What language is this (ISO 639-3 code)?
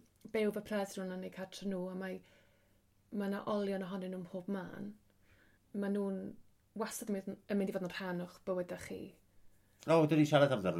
cym